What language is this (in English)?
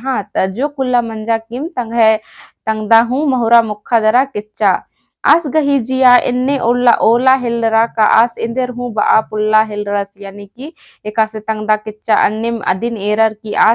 Kurukh